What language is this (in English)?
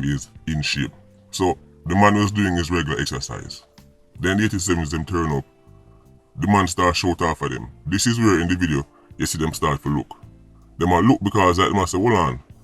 Jamaican Creole English